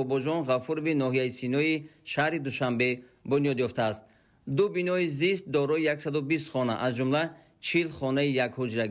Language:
Tajik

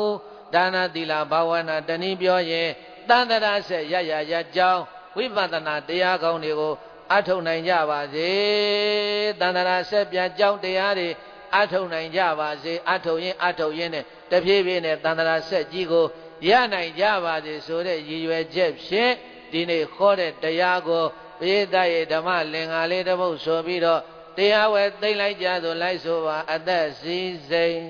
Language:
Burmese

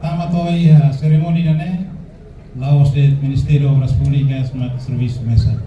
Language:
Tetum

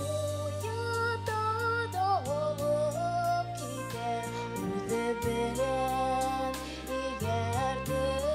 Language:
Bashkir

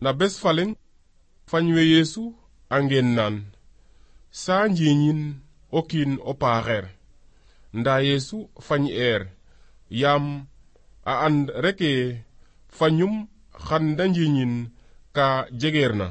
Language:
Serer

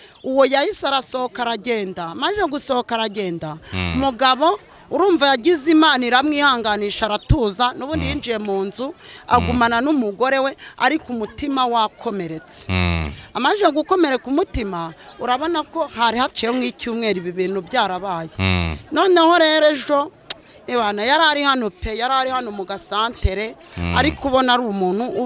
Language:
Kinyarwanda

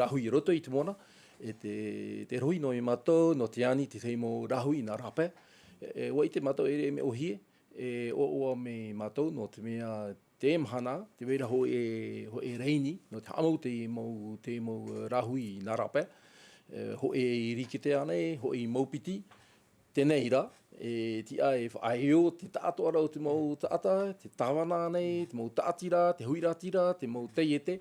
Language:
Tahitian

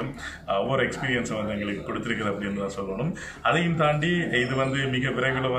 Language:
Tamil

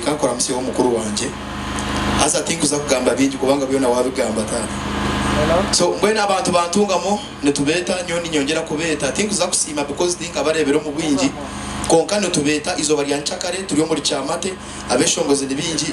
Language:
Nyankole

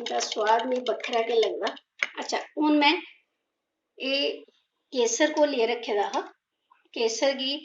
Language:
Dogri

